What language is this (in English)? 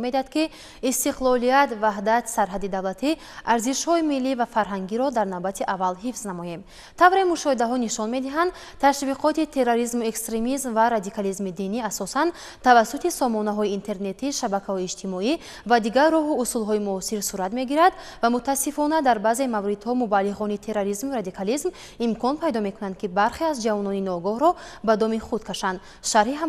Tajik